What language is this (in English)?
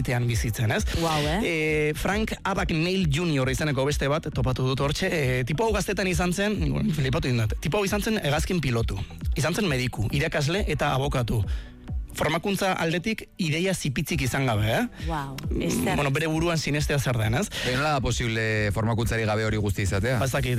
Basque